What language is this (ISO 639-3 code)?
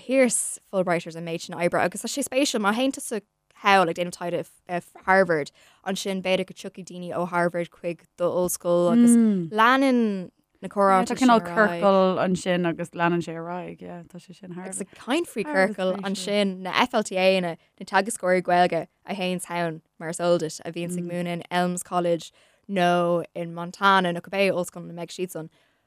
gle